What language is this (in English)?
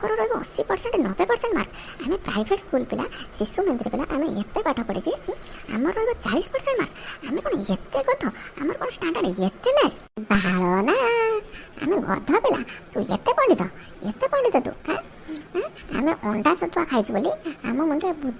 Odia